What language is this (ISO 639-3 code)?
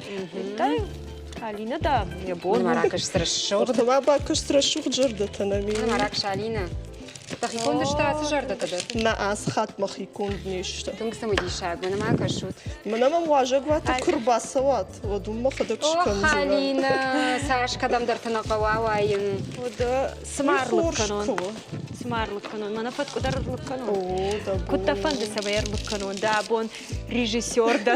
oss